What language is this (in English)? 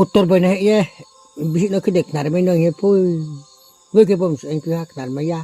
Riang (India)